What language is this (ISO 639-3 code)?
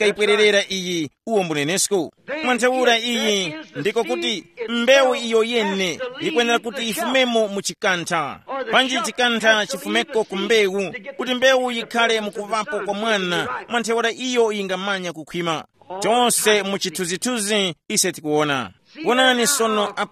tum